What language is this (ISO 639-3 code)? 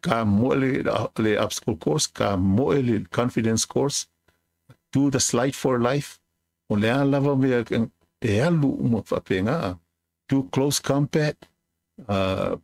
smo